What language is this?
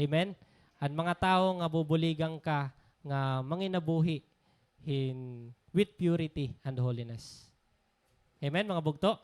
Waray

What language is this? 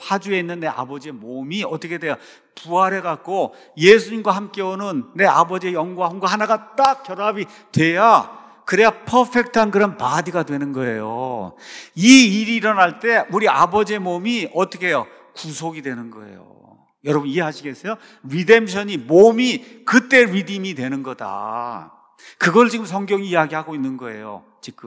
Korean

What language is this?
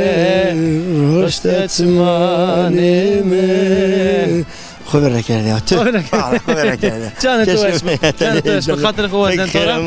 Zaza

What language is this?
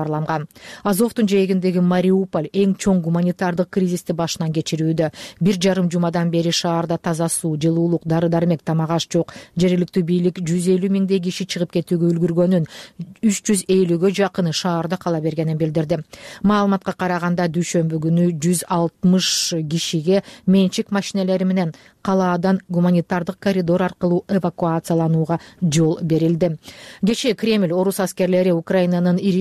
Kyrgyz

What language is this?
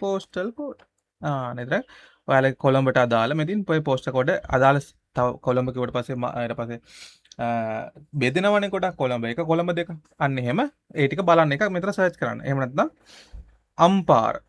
Sinhala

